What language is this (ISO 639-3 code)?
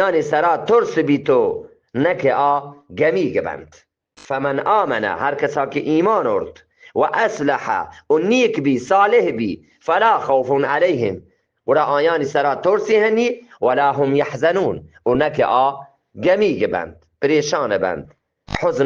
bgp